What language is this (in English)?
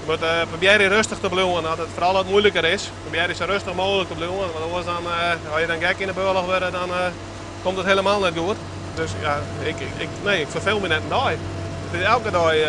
Western Frisian